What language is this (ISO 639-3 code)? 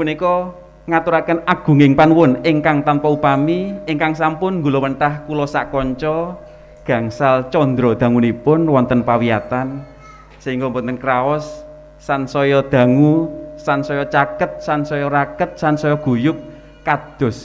jav